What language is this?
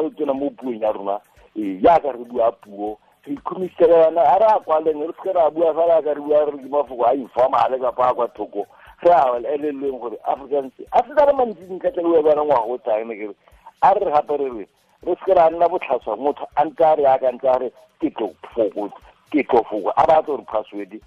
Tswana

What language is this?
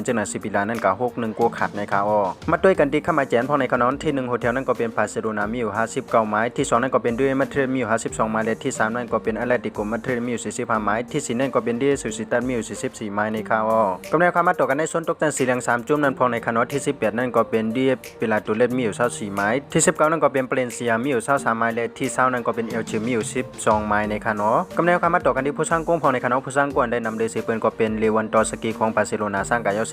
Shan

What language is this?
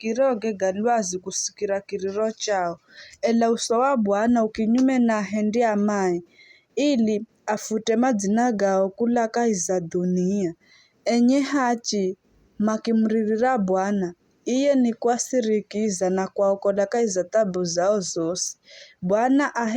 Giryama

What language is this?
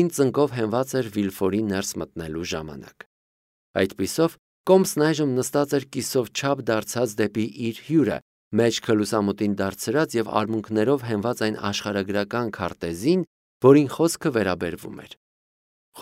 Armenian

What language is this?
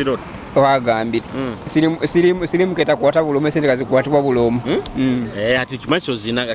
Nyoro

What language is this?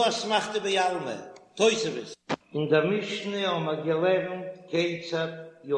Yiddish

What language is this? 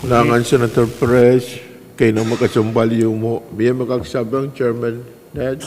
Pohnpeian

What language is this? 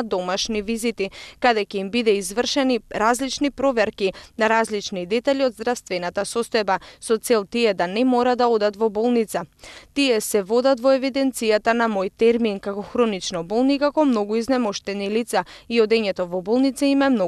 Macedonian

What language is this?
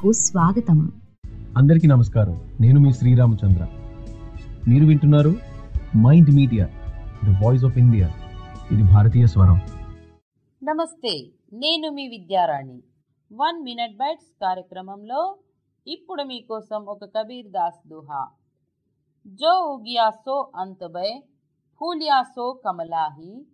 Telugu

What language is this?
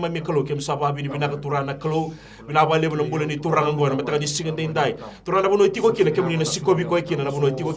Fijian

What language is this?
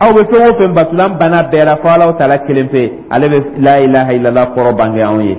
Dyula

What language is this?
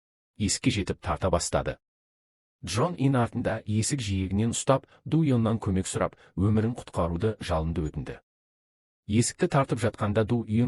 Kazakh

